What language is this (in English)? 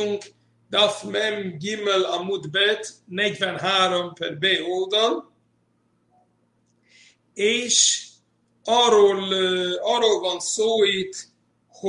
Hungarian